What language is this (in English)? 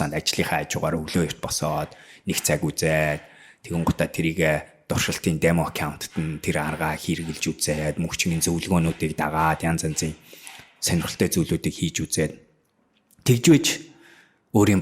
Mongolian